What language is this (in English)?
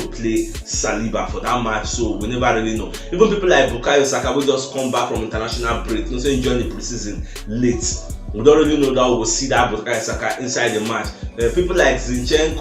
Nigerian Pidgin